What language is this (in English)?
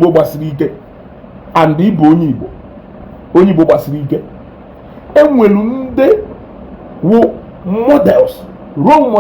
Igbo